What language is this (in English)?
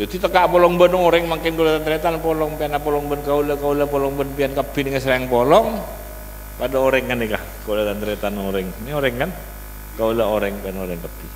Madurese